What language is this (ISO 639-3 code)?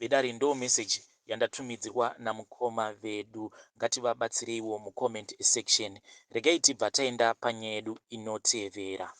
sna